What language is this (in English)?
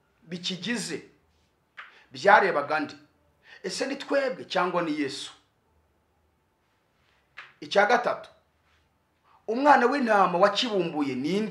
Kinyarwanda